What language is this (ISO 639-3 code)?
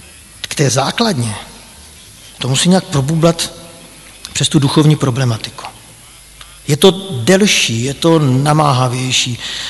ces